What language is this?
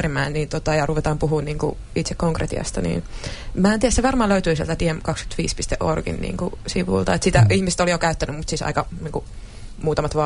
Finnish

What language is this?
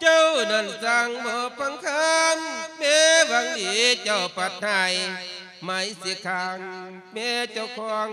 Lao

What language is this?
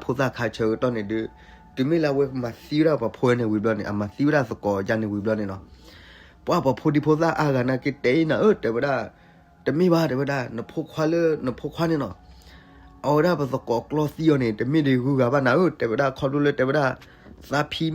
S'gaw Karen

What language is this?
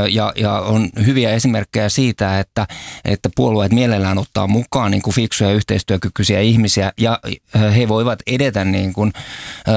Finnish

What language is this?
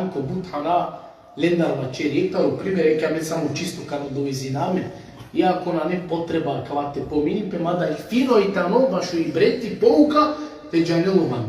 Balkan Romani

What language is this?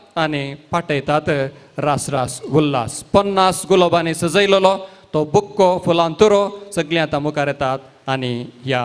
Konkani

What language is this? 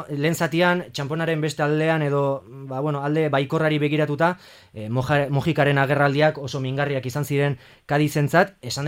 Basque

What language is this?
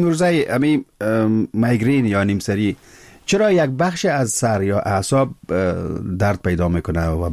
Persian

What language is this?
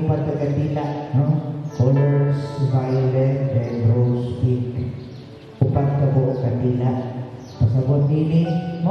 Cebuano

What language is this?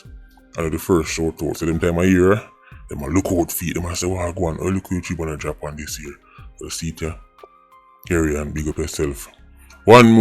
Jamaican Creole English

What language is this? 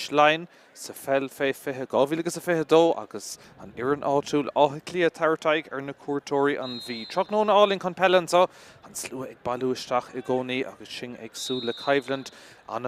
Irish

